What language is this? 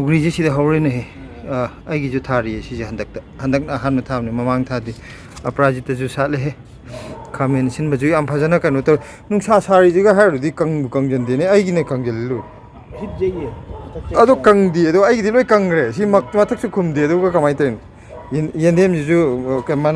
Manipuri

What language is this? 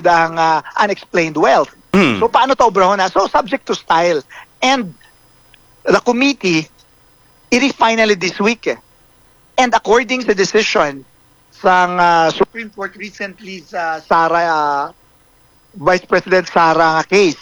Hiligaynon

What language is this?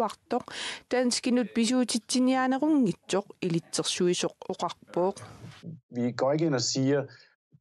Kalaallisut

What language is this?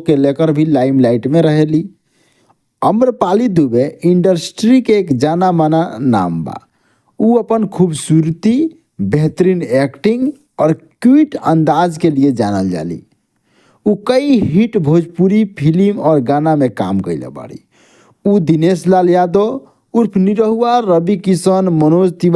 Bhojpuri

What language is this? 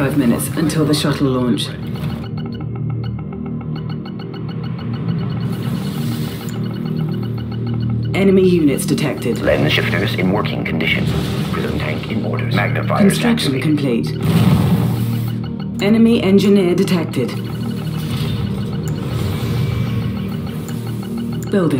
English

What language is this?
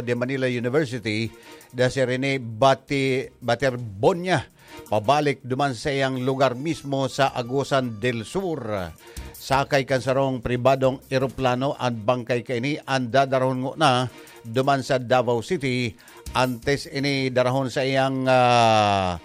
Bikol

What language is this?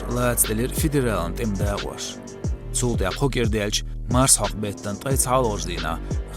Chechen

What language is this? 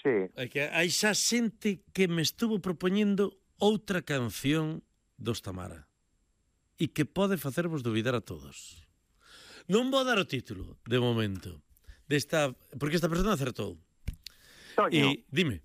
Galician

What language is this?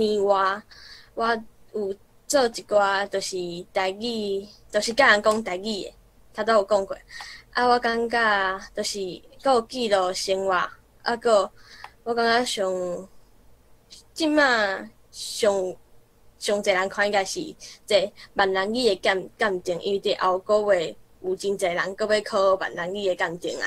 Min Nan Chinese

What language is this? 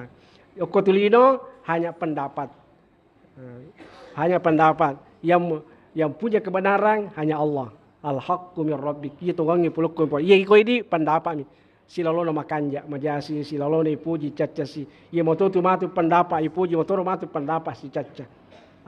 Buginese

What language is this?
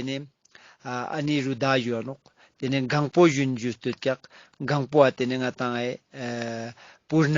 Ladakhi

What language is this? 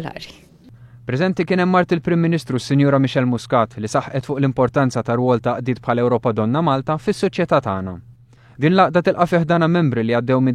Maltese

